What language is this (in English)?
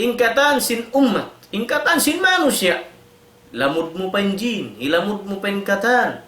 Tausug